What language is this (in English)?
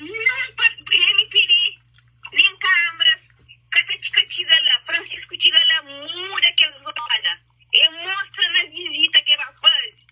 Kabuverdianu